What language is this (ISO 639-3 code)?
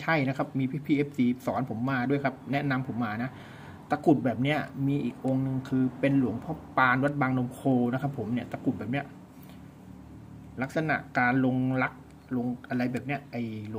tha